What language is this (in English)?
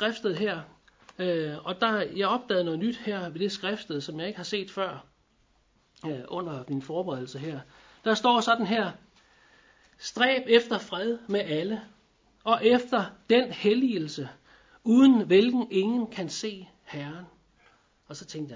Danish